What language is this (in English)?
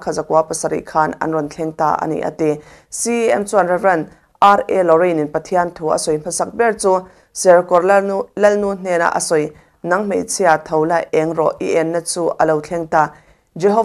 Mizo